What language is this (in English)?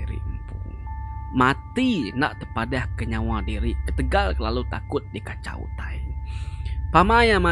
Iban